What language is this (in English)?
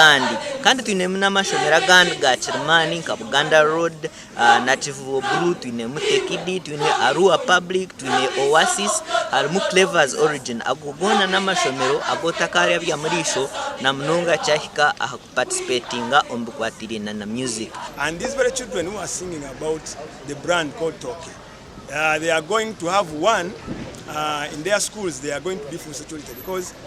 Nyankole